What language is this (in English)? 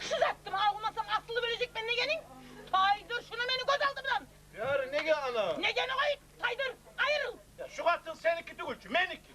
Kumyk